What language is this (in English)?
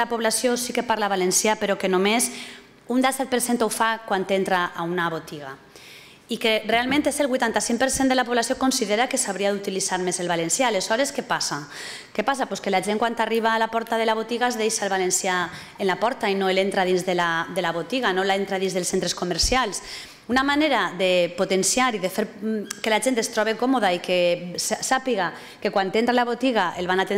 Catalan